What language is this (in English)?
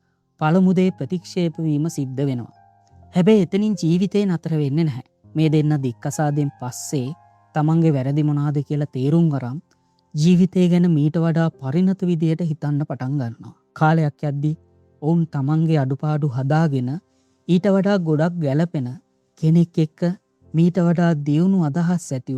Sinhala